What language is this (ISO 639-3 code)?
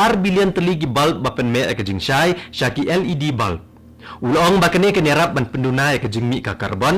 kha